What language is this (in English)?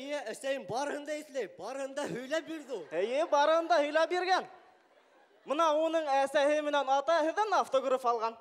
Bashkir